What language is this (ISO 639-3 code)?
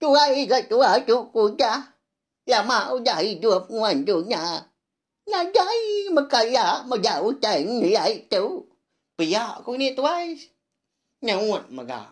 iba